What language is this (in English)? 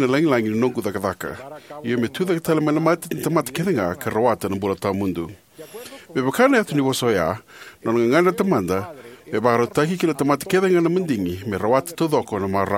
Fijian